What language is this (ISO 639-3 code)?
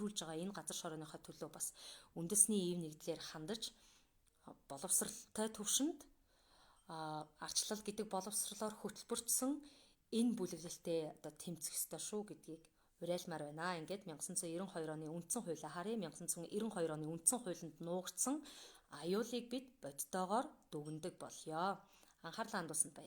mon